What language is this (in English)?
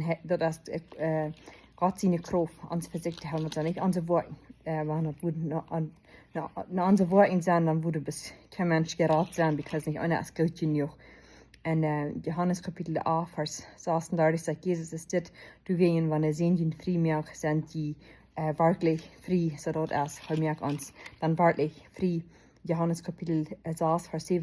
Plautdietsch